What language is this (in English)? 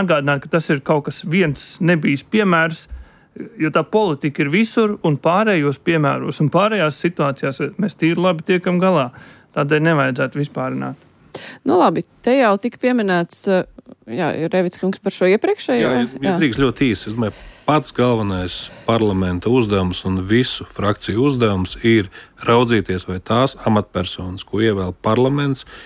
Latvian